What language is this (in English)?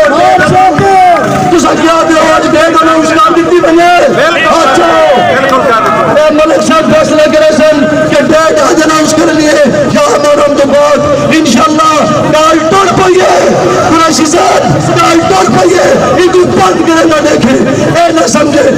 Saraiki